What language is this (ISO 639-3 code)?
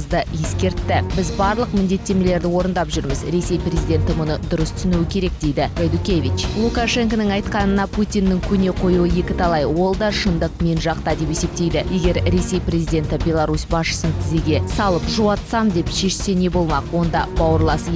kaz